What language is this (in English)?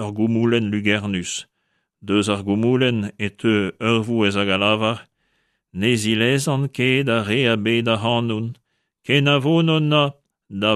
Breton